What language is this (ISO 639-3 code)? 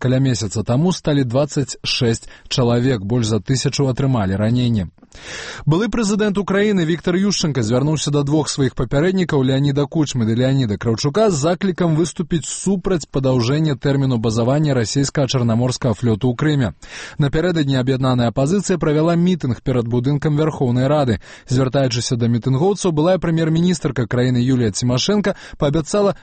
bel